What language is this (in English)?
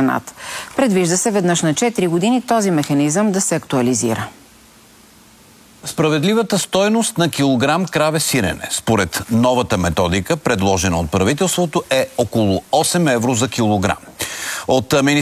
Bulgarian